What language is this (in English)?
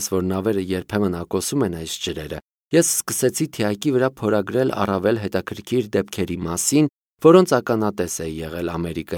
Armenian